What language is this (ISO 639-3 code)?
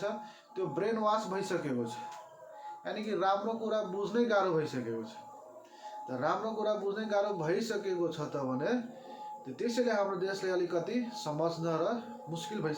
nep